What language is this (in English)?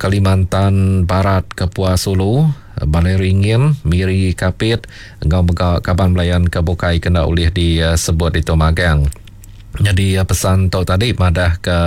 Iban